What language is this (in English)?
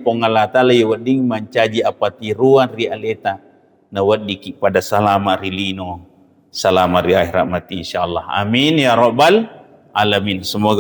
Buginese